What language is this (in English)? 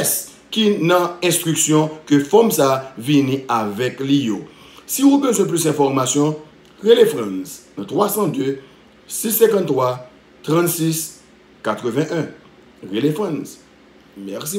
Haitian Creole